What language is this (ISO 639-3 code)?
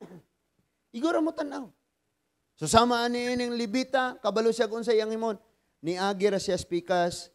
ceb